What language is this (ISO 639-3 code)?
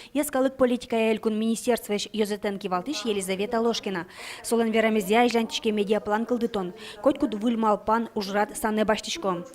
udm